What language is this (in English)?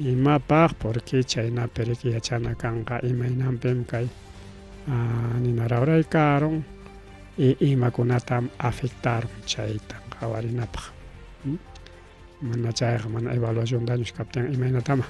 Ayacucho Quechua